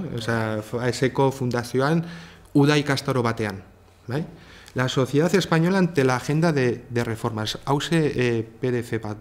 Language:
Basque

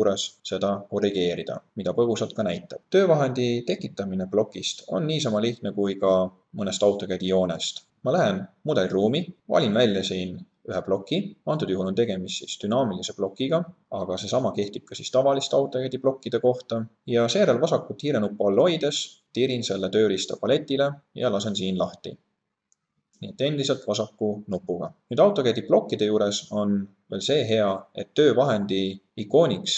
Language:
Estonian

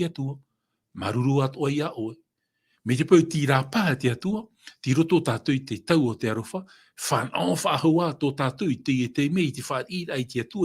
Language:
Tahitian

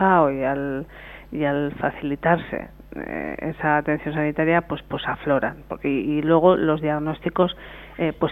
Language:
Spanish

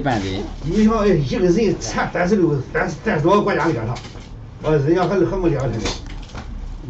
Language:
Chinese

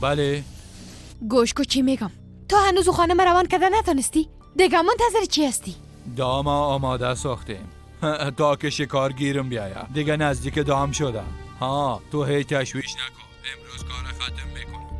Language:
Persian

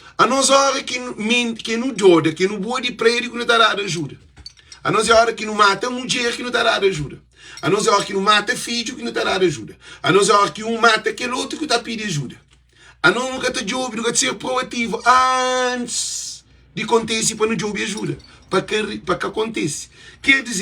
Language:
Kabuverdianu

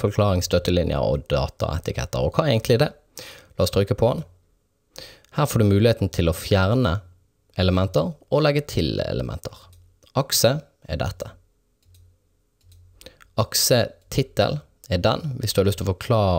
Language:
Norwegian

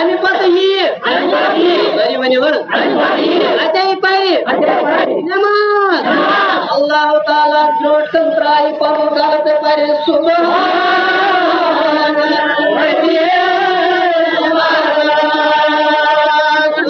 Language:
Kashmiri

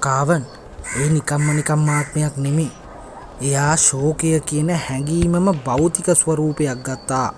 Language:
Sinhala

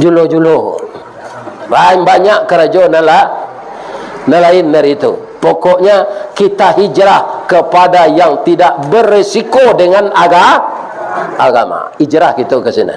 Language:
Minangkabau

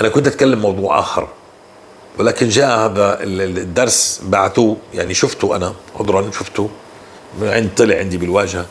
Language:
North Levantine Arabic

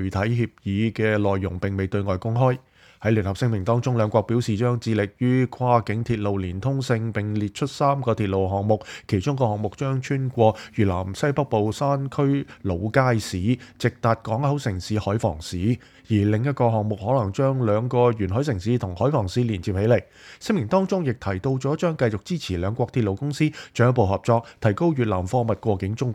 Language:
Cantonese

